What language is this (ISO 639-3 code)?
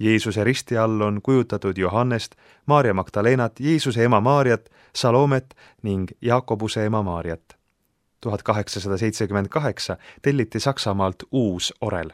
est